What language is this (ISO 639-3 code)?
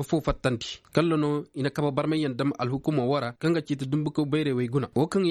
ses